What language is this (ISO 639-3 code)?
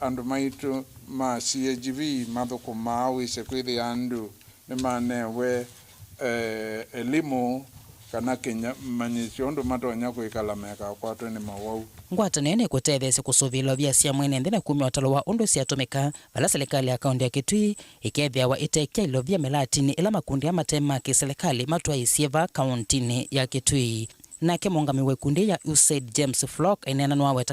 kam